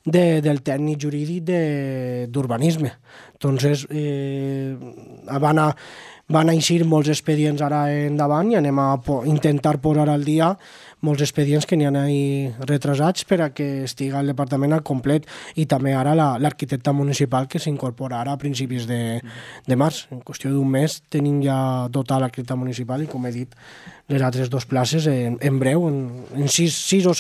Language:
Catalan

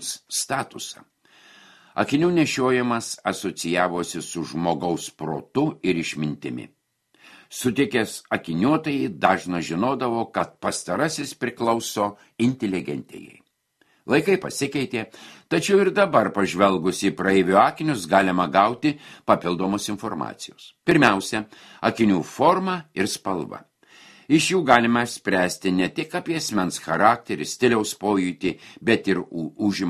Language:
Lithuanian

